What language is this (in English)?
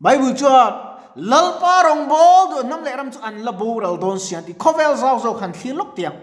Mizo